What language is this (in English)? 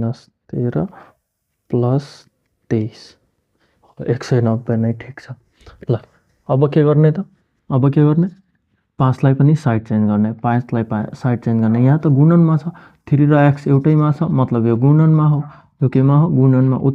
Nepali